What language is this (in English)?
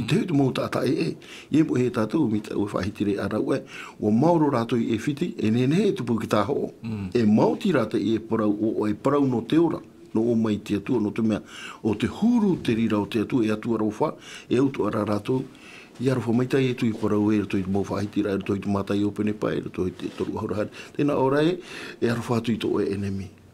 Tahitian